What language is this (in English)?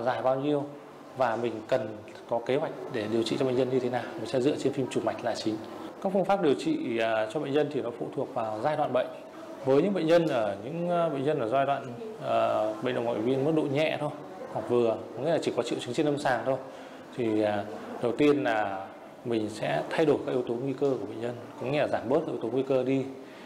Vietnamese